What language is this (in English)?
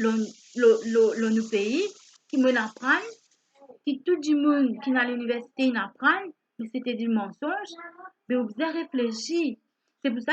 Morisyen